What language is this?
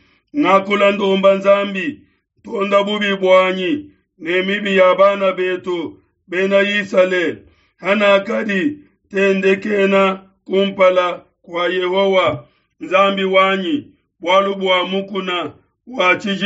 Luba-Lulua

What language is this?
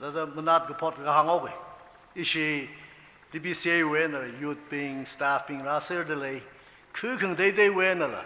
Tangkhul Naga (India)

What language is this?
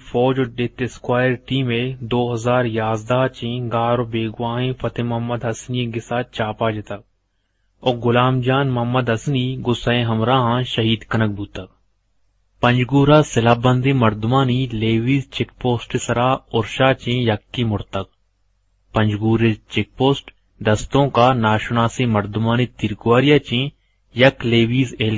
Eastern Balochi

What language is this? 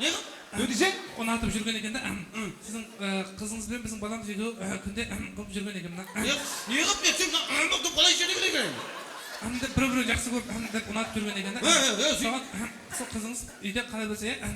Kara-Kalpak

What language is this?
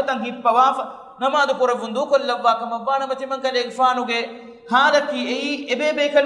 Divehi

